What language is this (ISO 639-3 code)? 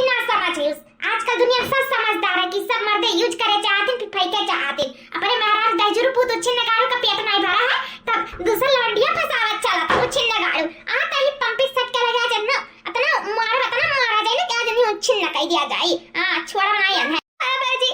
awa